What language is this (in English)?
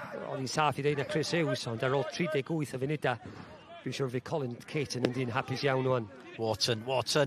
Welsh